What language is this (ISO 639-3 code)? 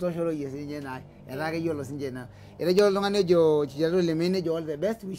mas